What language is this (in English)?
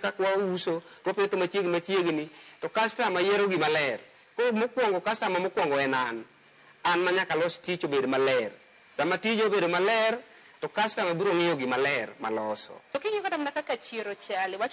Luo (Kenya and Tanzania)